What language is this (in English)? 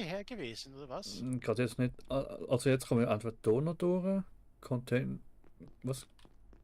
Swiss German